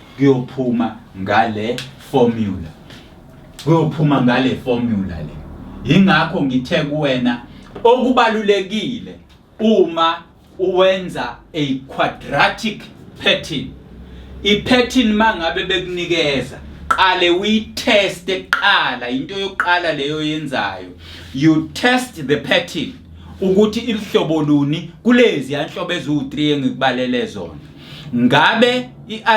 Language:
Zulu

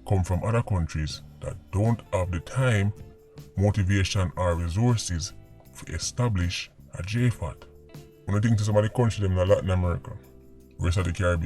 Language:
Jamaican Creole English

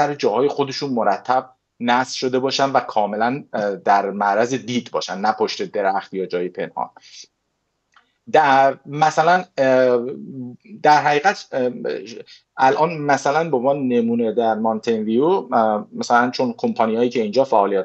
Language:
Persian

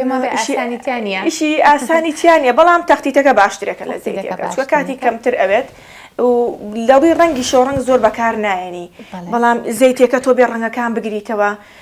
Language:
Central Kurdish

